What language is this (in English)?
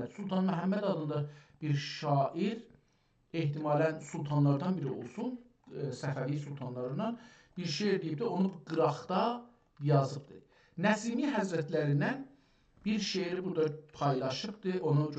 South Azerbaijani